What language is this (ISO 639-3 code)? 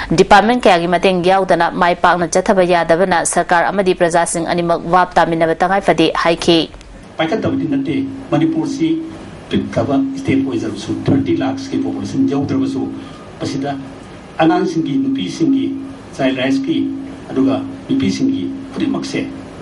mni